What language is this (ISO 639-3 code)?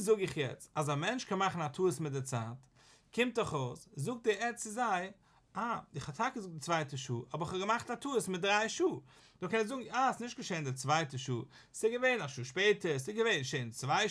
yid